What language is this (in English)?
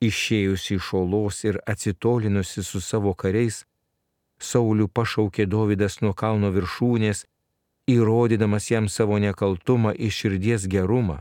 Lithuanian